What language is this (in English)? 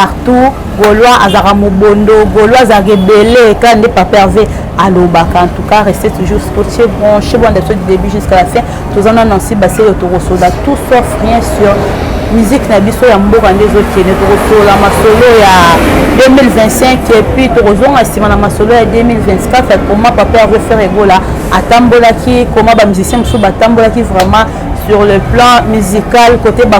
Lingala